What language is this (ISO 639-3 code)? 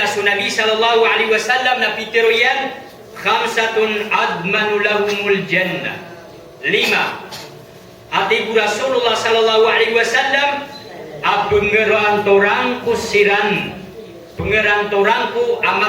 mrw